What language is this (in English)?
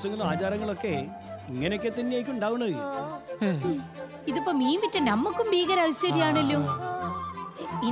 Malayalam